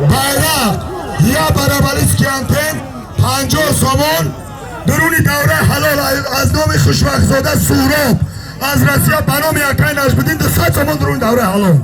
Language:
Tajik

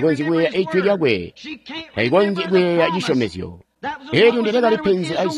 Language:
Tonga (Zambia)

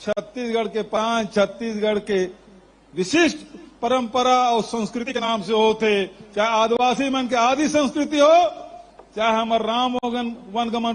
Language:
Chhattisgarhi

